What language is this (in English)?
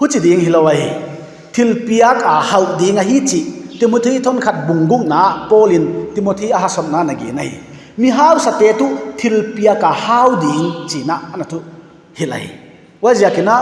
Paite Chin